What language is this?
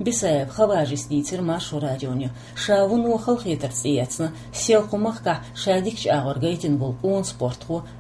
Chechen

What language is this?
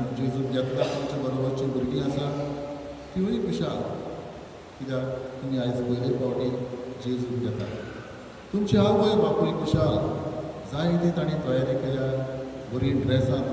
Konkani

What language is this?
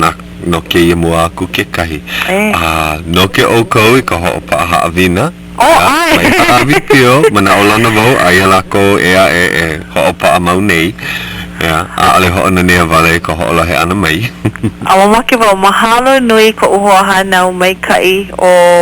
Hawaiian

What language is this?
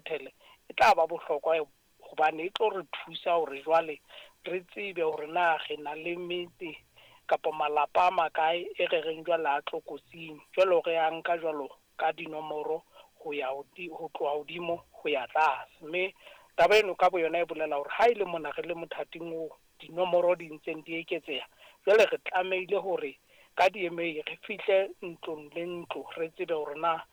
Southern Sotho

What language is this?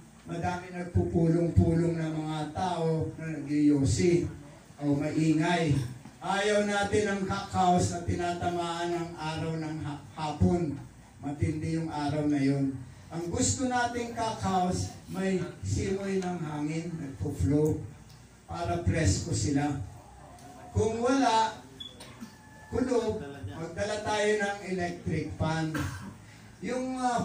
Filipino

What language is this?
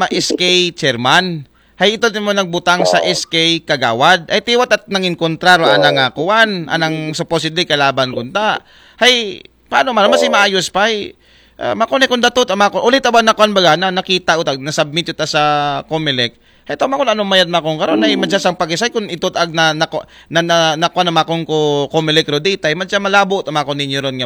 Aklanon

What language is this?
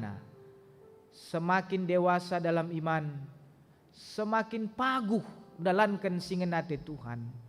Batak Karo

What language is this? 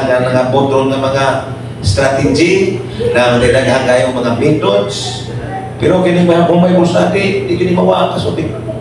Cebuano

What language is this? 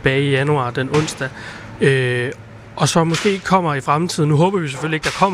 Danish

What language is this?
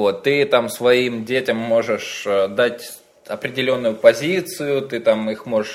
Russian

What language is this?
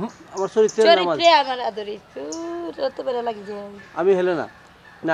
Sylheti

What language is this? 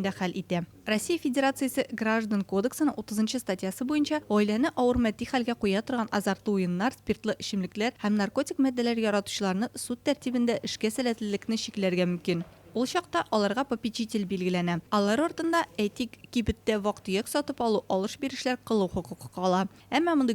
Tatar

